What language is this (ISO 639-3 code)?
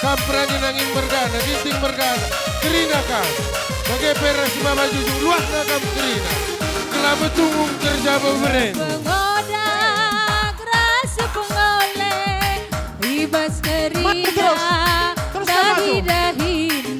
btx